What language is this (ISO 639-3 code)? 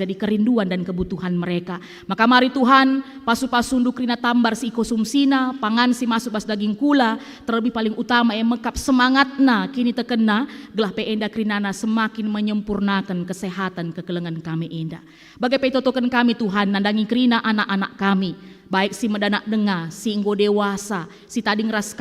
btx